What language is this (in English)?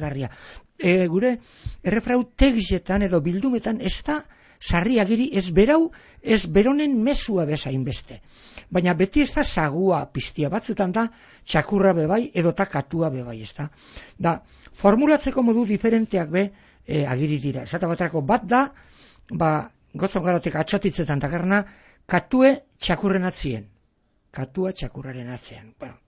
Basque